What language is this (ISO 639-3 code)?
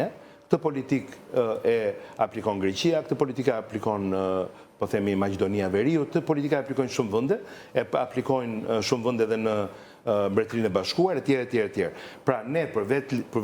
sqi